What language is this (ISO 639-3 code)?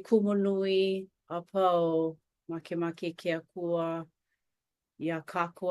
haw